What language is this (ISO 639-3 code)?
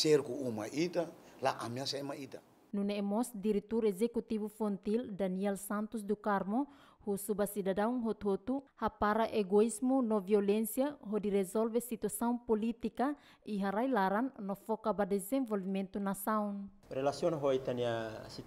tet